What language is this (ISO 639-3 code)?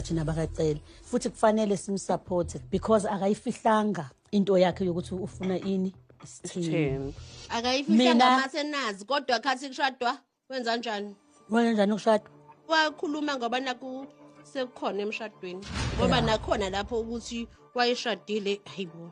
zul